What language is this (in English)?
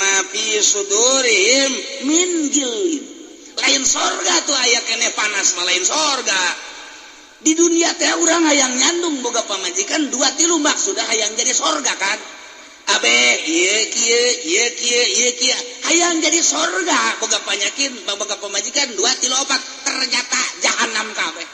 Sundanese